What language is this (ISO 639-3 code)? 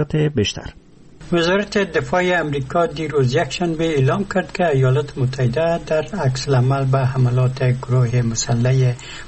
fas